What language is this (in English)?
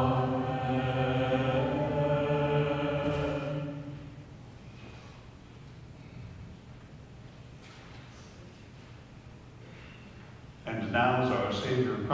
English